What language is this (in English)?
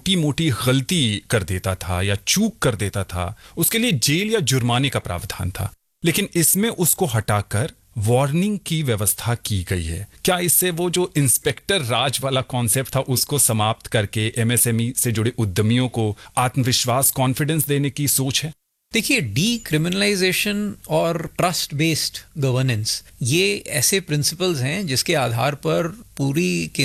Hindi